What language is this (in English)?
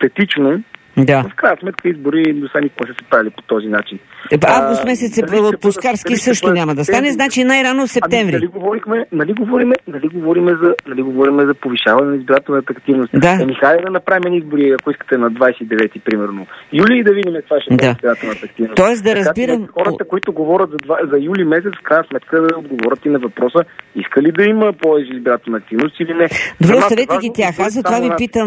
Bulgarian